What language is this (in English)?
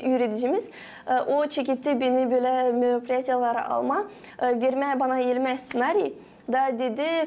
Gagauz